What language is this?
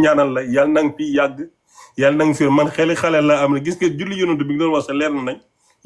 Wolof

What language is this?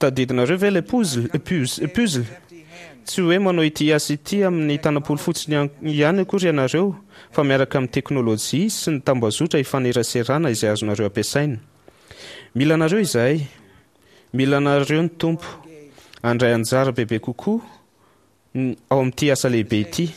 Malagasy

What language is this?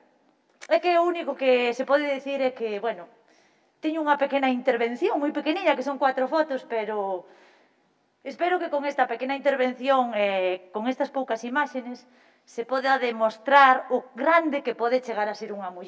Galician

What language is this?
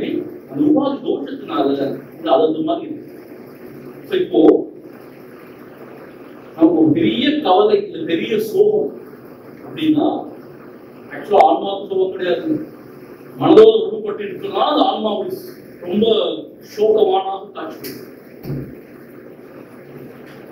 Tamil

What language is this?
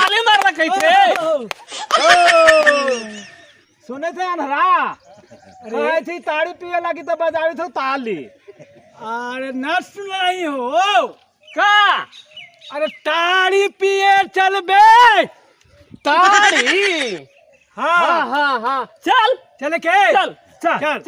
Magahi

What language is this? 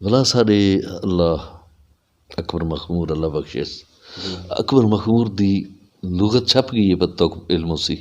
Western Panjabi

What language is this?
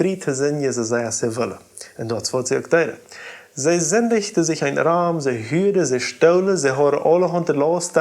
Plautdietsch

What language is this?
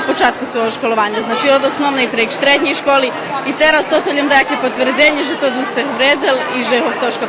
Rusyn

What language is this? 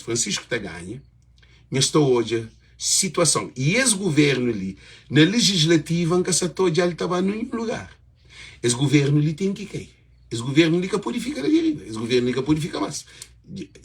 Kabuverdianu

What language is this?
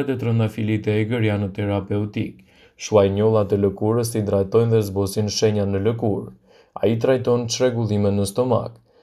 Albanian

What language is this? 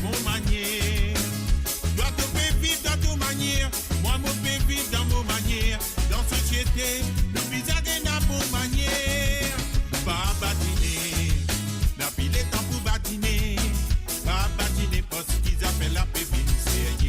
Morisyen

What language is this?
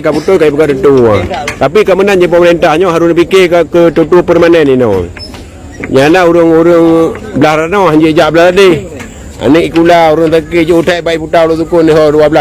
Achinese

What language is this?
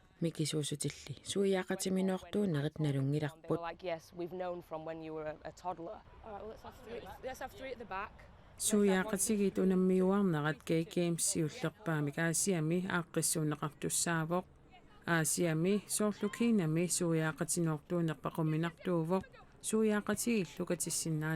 Kalaallisut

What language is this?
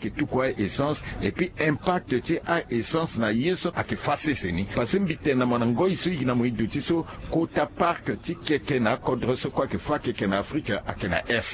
Sango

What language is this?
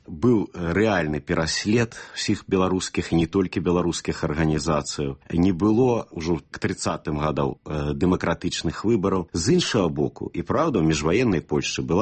Belarusian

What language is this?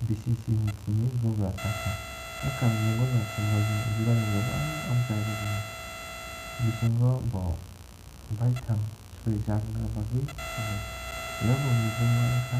Kok Borok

